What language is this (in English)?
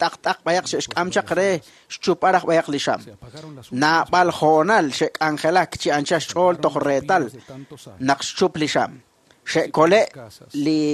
Kekchí